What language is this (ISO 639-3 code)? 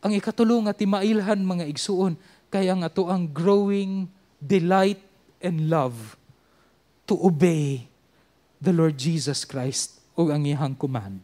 ceb